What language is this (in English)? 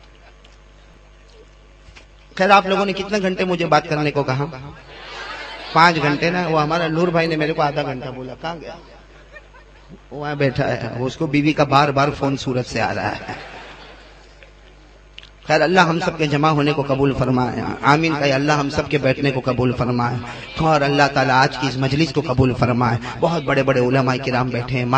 Urdu